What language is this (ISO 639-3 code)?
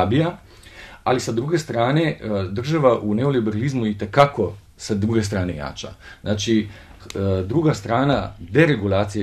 bos